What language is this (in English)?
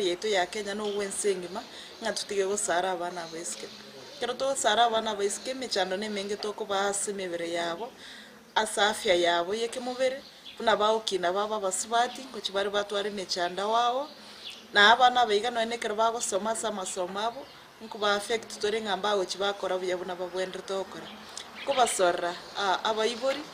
Gusii